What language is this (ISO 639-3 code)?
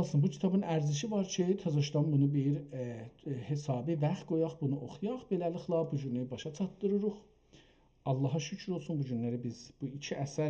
azb